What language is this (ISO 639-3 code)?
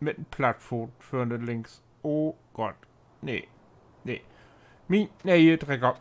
nds